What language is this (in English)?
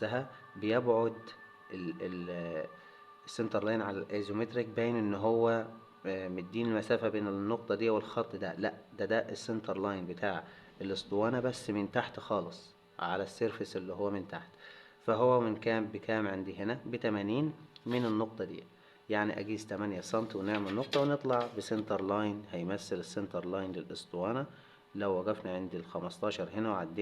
Egyptian Arabic